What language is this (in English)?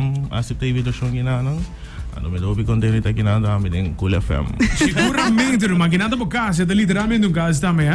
Papiamento